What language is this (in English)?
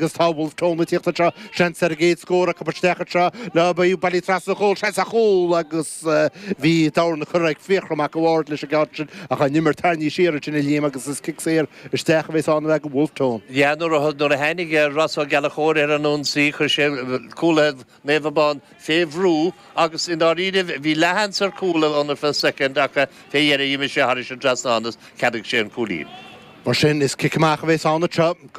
Irish